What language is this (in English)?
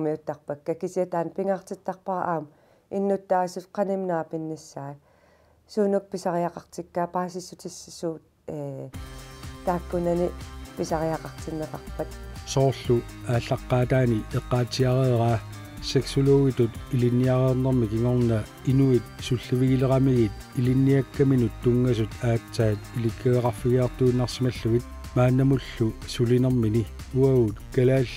Kalaallisut